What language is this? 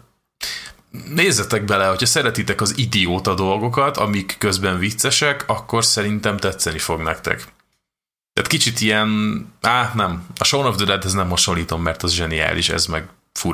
Hungarian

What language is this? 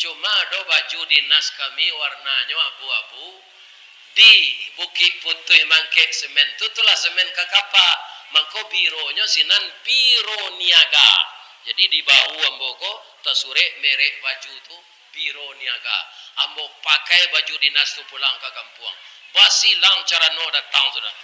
Minangkabau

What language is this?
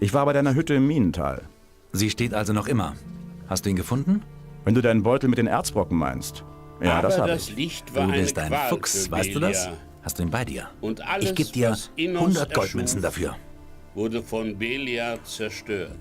Bavarian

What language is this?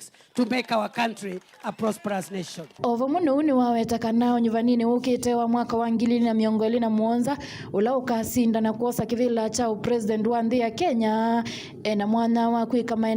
Kamba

